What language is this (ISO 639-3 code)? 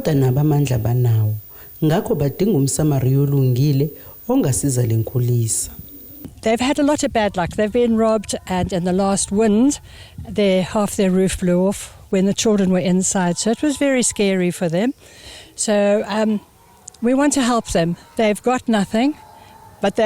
zul